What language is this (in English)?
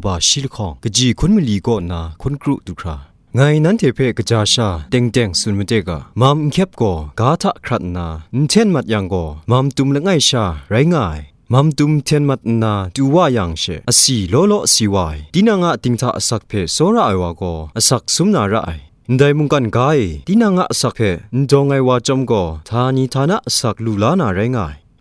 Kachin